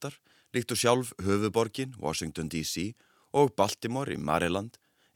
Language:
Icelandic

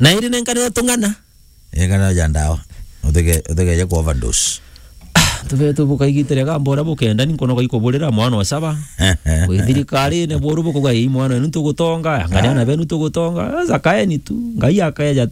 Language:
Meru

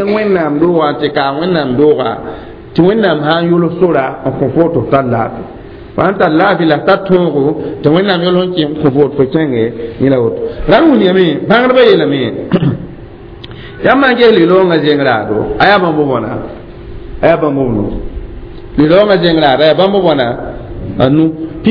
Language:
Mossi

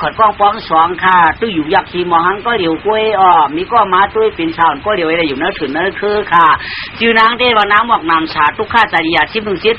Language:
Shan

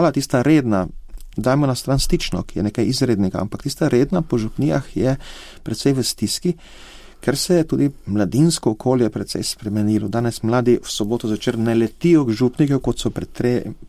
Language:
Slovenian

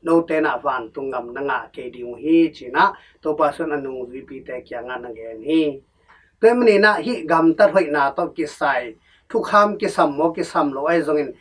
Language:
Tedim Chin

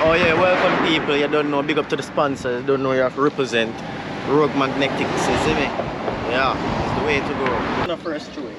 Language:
Jamaican Creole English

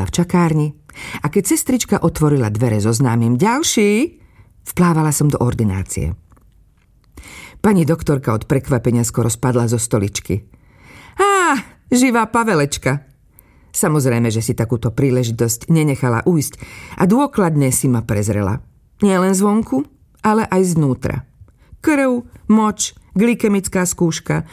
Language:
Slovak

